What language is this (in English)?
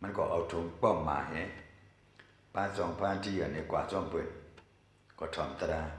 Shan